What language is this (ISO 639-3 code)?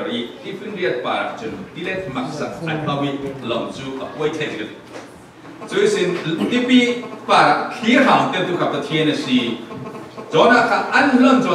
cfm